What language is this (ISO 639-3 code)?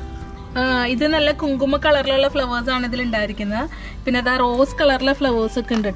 mal